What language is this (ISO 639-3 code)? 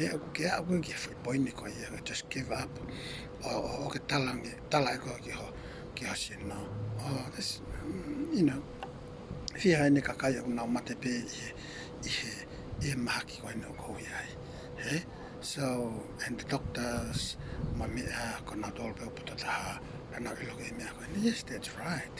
ton